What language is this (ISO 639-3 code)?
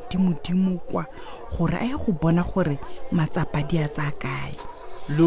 tsn